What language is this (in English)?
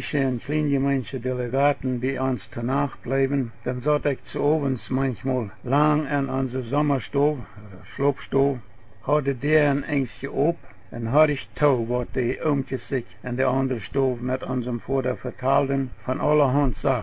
Plautdietsch